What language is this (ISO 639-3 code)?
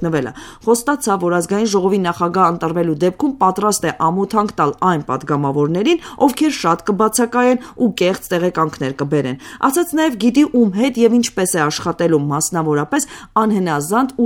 hye